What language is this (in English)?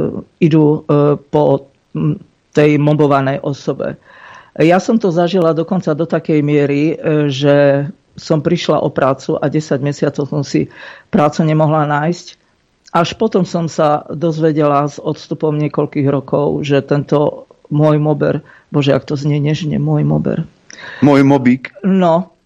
Slovak